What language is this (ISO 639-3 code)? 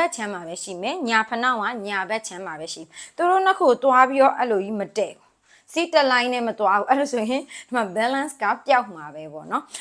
mya